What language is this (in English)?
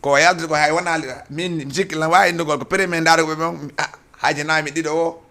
Fula